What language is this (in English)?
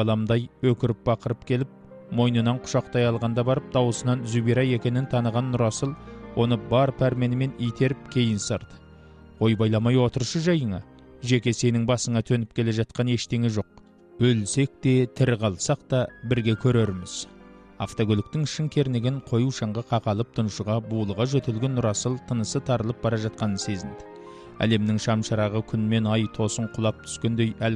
Kazakh